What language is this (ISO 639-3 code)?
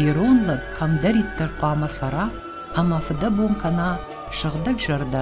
oss